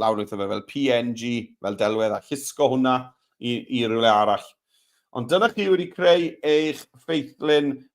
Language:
Welsh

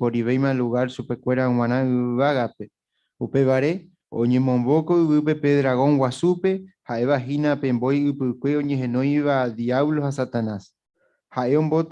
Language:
Guarani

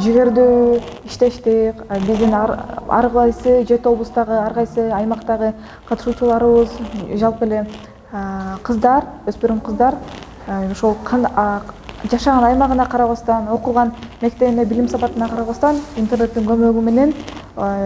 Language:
Kyrgyz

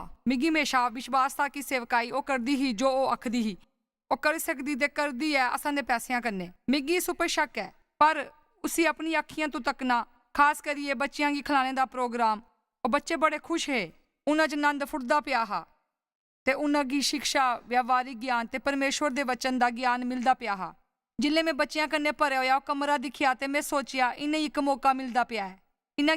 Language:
Dogri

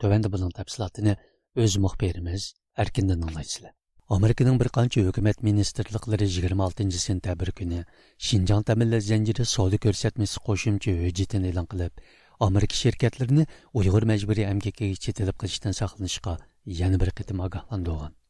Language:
Uyghur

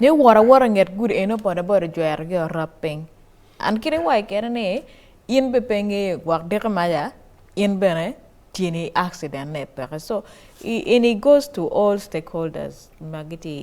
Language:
Acoli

